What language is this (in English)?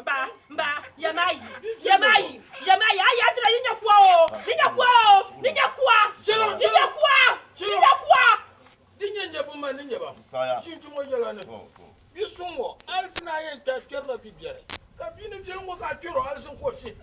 Dagbani